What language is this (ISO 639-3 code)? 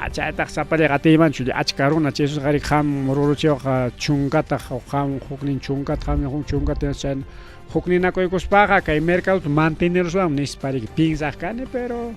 quy